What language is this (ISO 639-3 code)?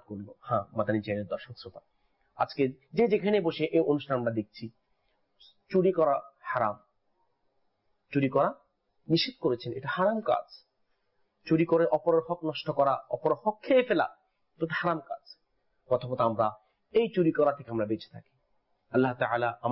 ben